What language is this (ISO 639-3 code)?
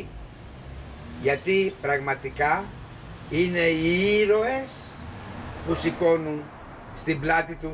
ell